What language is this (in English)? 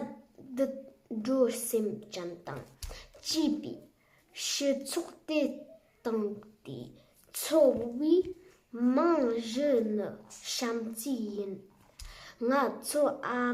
Tibetan